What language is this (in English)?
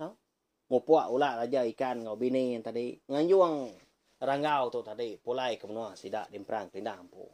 Iban